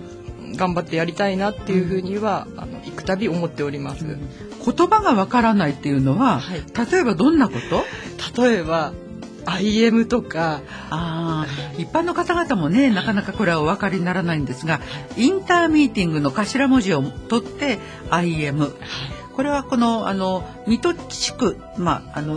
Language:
Japanese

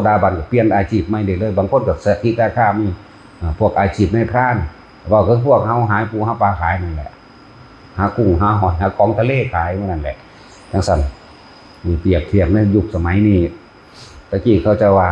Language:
Northeastern Thai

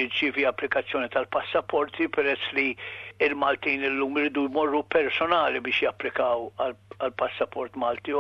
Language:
Maltese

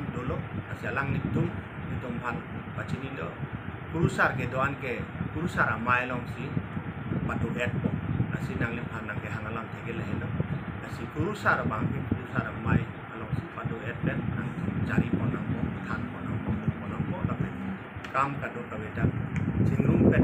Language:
Karbi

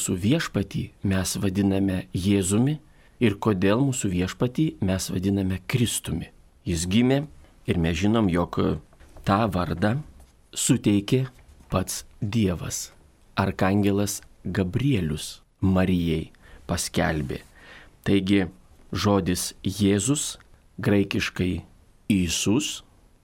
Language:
Lithuanian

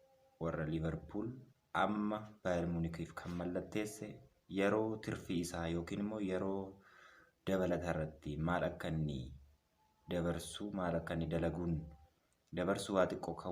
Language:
Oromo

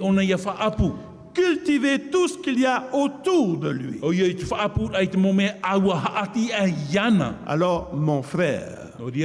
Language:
Tahitian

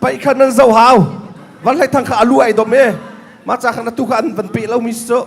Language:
Hakha Chin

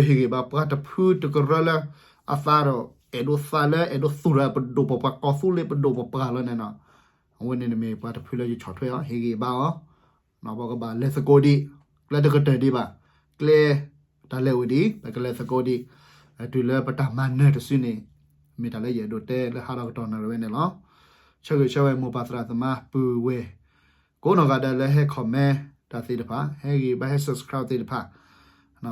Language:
S'gaw Karen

